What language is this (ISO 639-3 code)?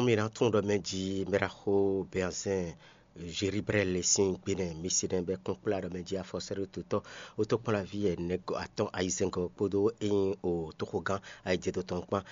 fon